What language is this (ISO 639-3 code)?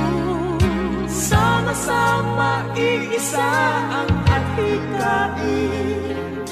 fil